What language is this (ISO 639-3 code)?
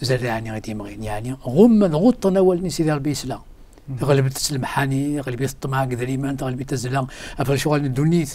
kab